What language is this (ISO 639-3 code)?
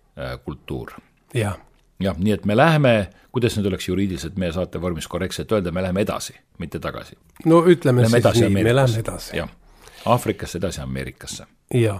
est